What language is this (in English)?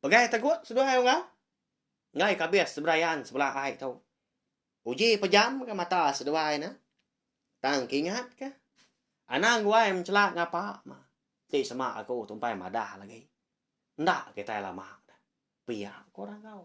Iban